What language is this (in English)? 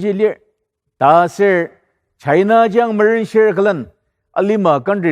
Ao Naga